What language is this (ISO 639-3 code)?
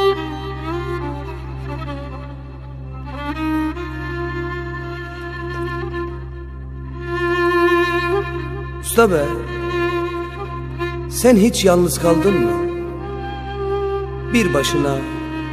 tur